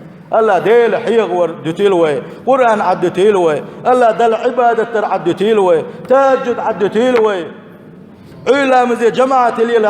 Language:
Chechen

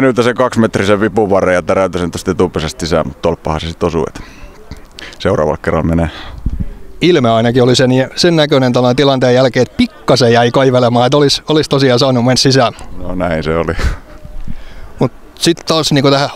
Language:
Finnish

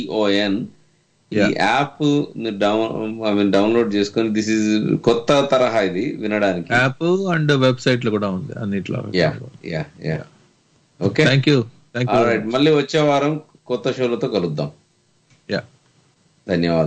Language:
Telugu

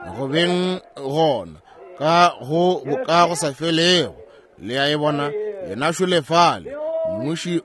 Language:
Northern Sotho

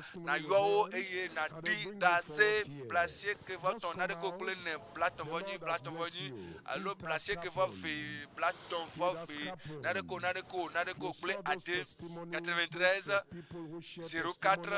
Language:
Ewe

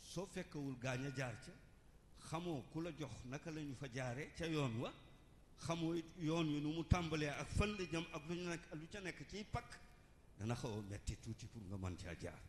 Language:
Wolof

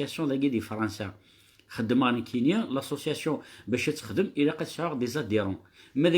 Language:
Kabyle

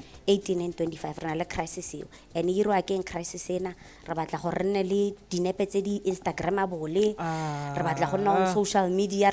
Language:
Tswana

